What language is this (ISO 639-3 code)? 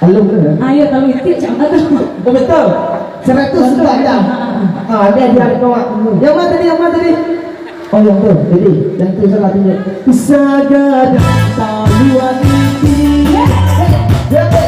min